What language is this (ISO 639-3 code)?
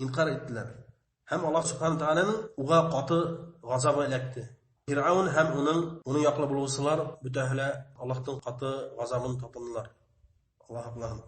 bak